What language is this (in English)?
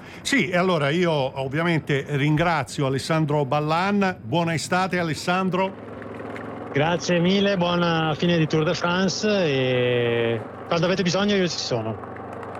Italian